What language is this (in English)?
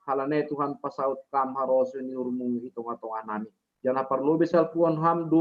Batak Simalungun